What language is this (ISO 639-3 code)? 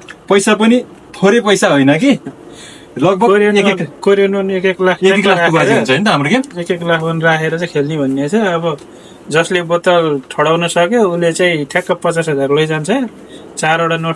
nep